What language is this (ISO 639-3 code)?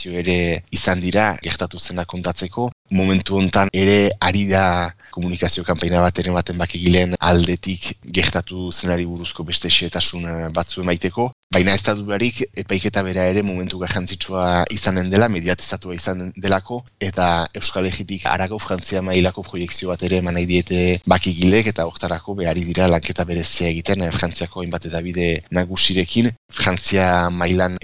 eus